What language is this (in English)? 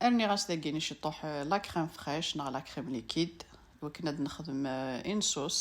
Kabyle